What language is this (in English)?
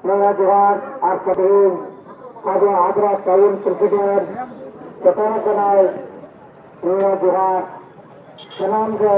Santali